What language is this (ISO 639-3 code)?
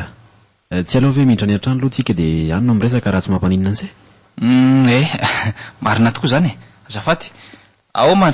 mlg